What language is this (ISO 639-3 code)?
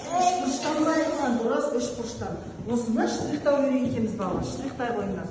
kaz